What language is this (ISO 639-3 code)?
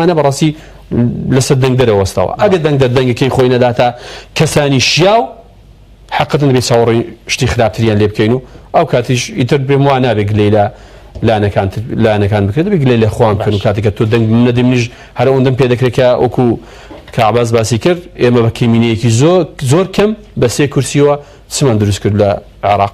ckb